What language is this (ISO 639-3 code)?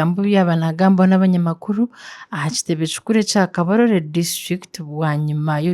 nyn